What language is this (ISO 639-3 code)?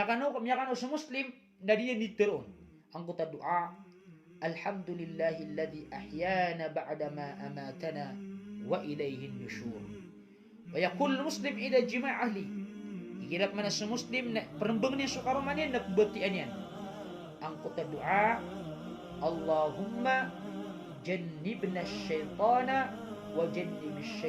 mrw